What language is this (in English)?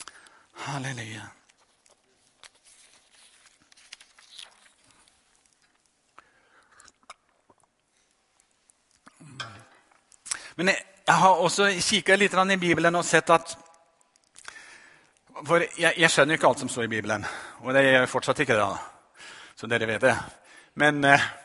Norwegian